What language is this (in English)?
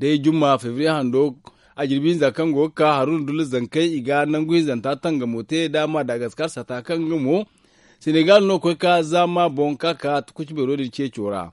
Zarma